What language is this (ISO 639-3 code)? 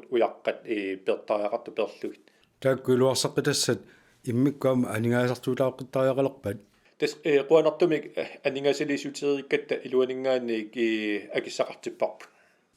kal